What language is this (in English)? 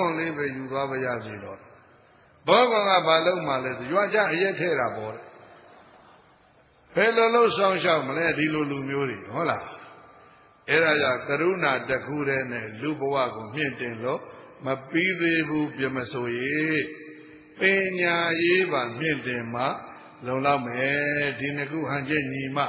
Burmese